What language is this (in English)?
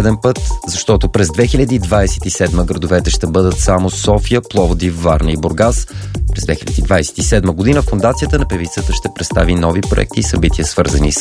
Bulgarian